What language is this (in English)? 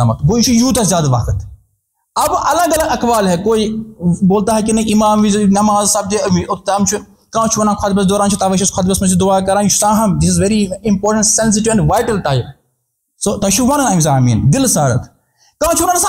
Kashmiri